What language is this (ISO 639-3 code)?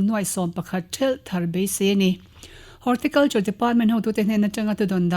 lus